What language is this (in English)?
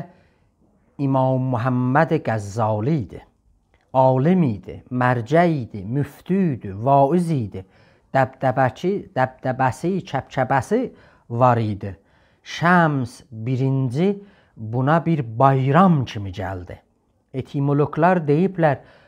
South Azerbaijani